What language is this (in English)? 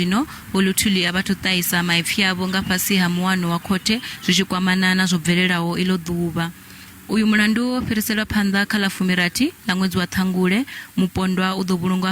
Venda